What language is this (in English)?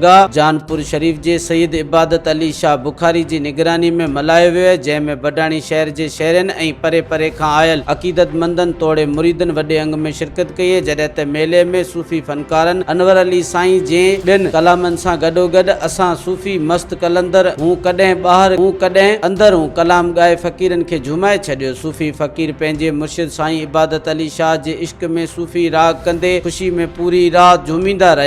Sindhi